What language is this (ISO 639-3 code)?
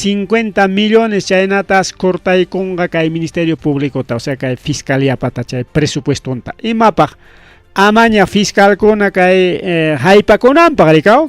quy